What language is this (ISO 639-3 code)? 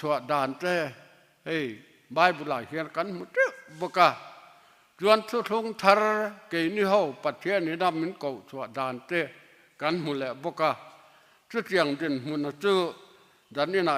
lus